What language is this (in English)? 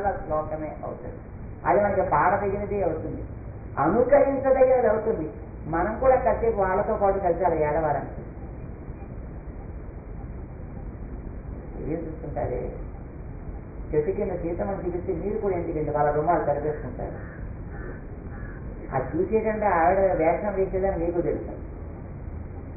Telugu